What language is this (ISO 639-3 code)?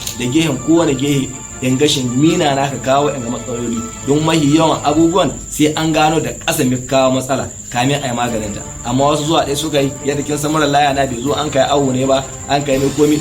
hau